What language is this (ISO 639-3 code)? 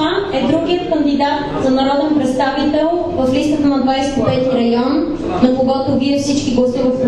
bul